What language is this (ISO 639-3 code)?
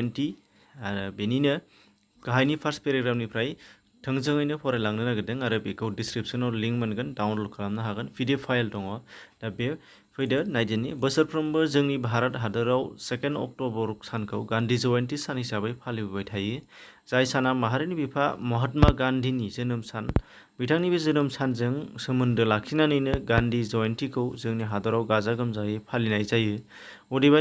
brx